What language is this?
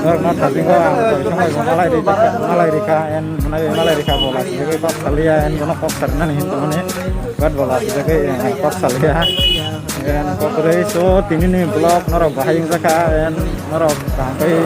Kok Borok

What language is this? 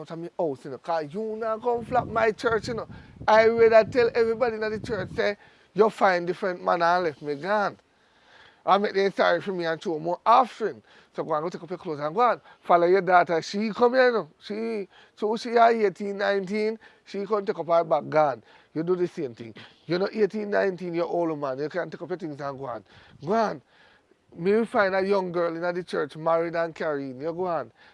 Jamaican Creole English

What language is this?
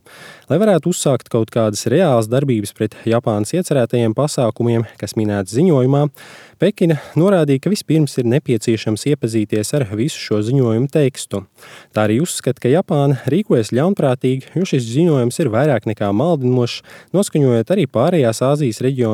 Latvian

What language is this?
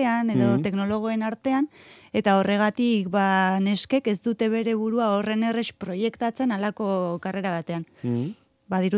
Basque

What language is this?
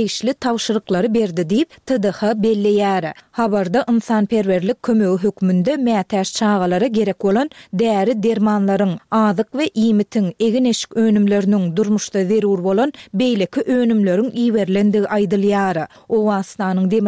Turkmen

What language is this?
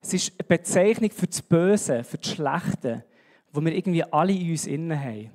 Swiss German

